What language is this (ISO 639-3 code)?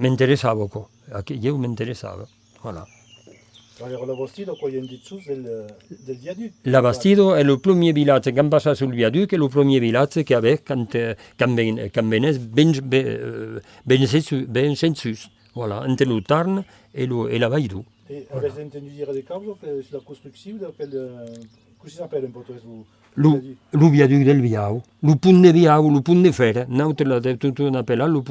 oci